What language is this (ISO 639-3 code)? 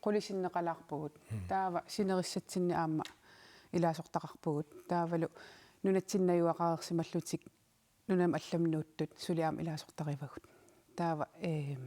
kal